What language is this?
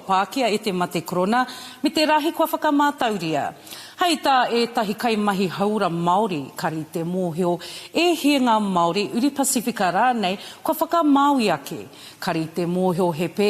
Māori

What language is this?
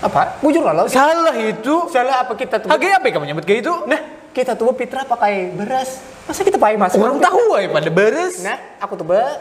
Banjar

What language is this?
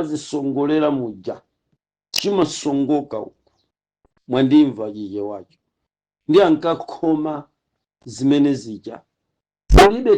Nyanja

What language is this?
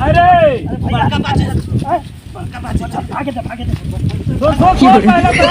Magahi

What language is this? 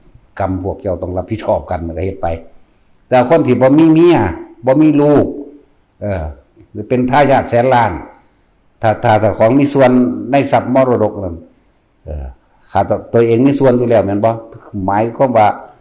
Northeastern Thai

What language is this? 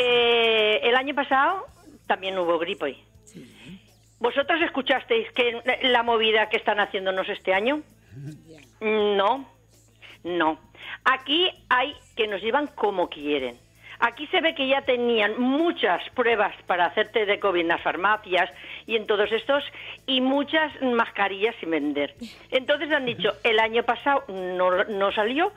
Spanish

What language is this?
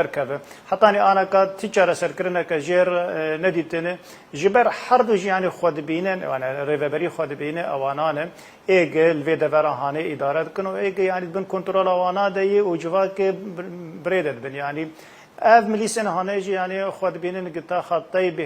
Kurdish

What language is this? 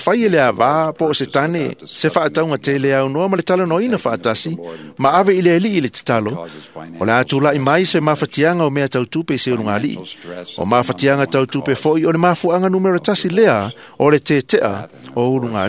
Samoan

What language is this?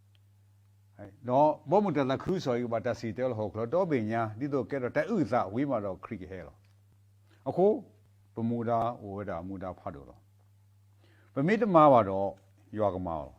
S'gaw Karen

